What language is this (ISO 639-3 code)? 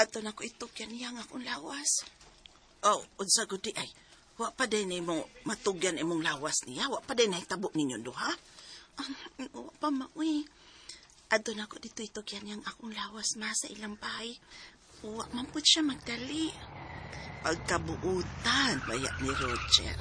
ceb